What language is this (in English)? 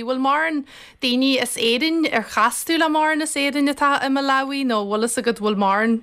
Irish